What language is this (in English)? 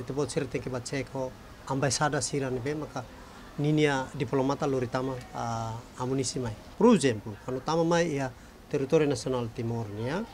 Tetum